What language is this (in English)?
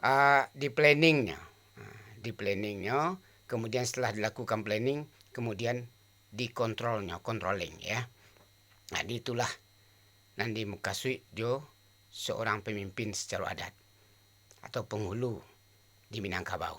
Minangkabau